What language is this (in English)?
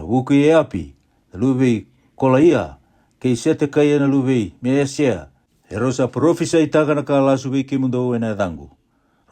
Fijian